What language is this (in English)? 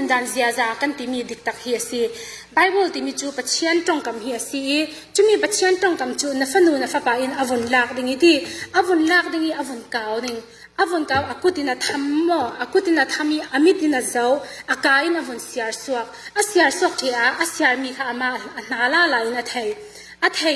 Falam Chin